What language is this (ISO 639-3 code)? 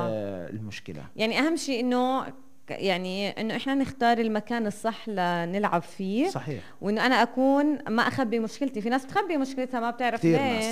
apc